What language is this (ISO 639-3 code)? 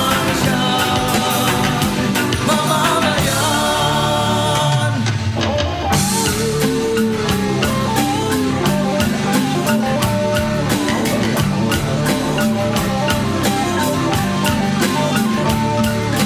fil